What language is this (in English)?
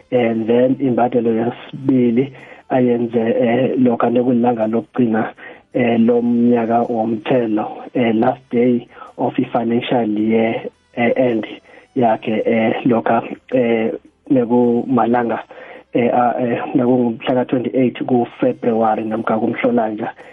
South Ndebele